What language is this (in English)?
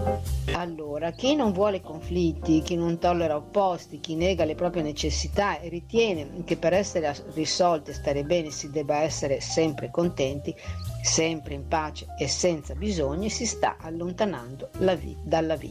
Italian